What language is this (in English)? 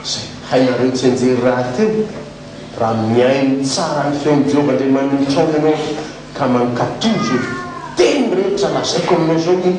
Malagasy